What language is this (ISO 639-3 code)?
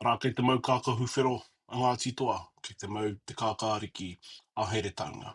mri